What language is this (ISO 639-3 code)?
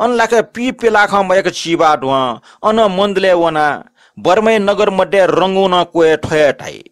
new